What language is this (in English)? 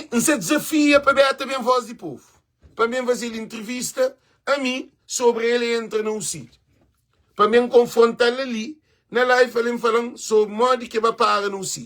Kabuverdianu